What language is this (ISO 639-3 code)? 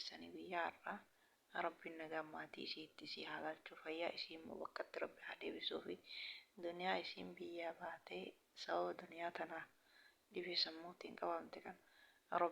orm